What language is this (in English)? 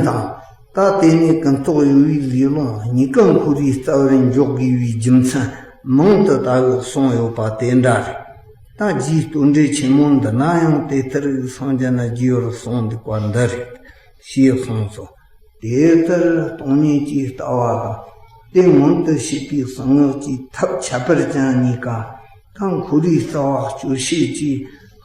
Tibetan